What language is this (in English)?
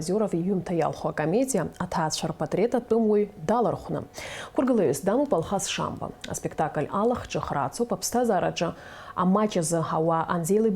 Abkhazian